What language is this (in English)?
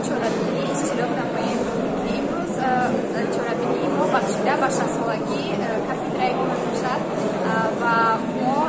Tajik